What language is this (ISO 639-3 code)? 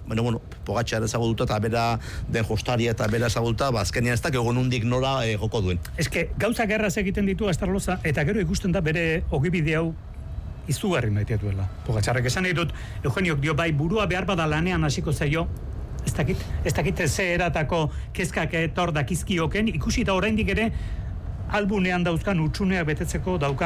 eus